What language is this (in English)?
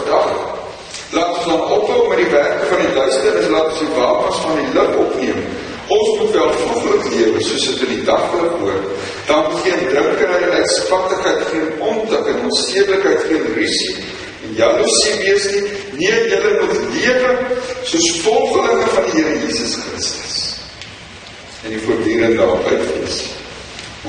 Afrikaans